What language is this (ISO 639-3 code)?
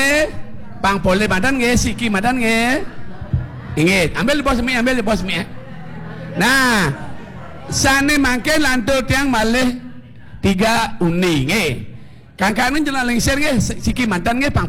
ban